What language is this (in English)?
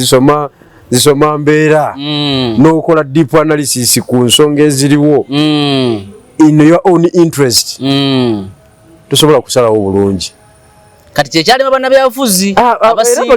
Ganda